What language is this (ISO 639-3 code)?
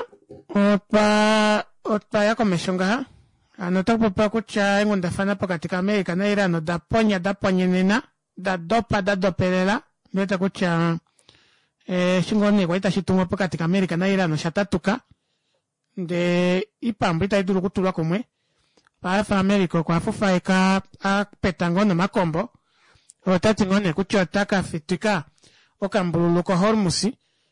kua